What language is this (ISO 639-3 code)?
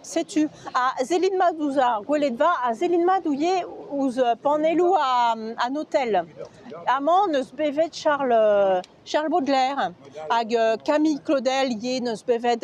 bre